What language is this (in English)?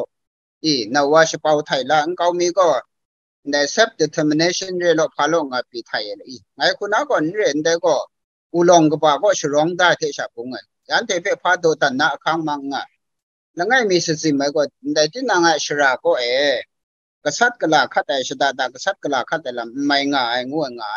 Kachin